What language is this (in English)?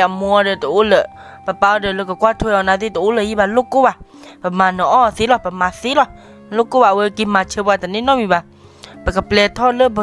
S'gaw Karen